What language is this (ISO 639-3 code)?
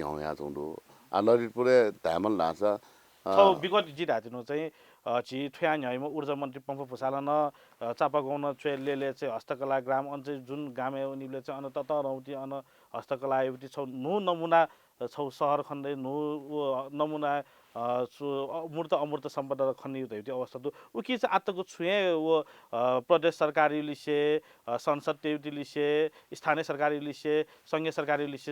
new